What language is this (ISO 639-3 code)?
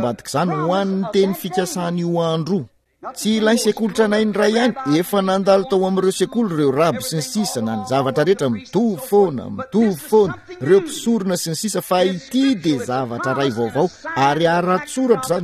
mlg